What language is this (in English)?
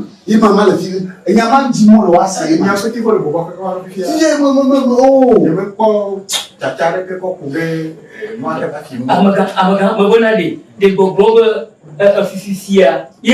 Ewe